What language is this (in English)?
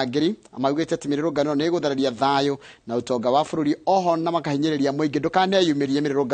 Kikuyu